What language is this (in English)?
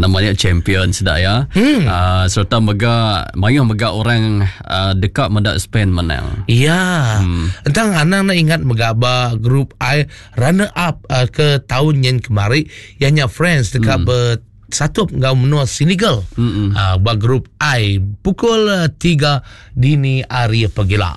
Iban